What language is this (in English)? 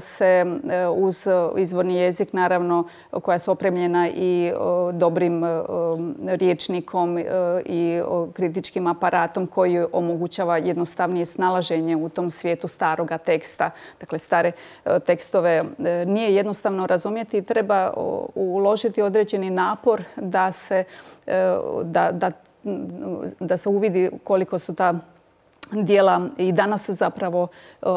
Croatian